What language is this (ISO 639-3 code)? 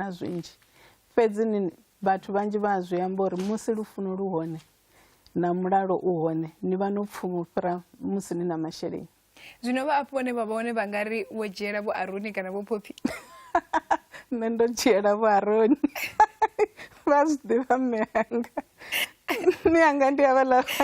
ven